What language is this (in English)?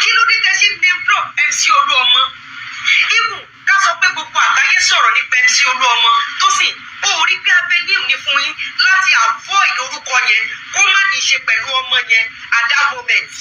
Yoruba